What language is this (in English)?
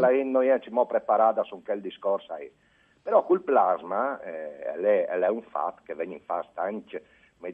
Friulian